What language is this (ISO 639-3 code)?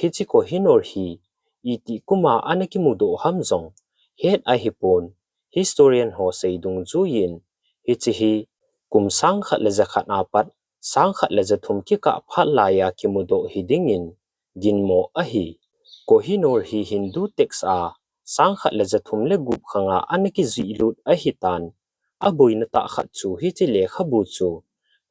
tcz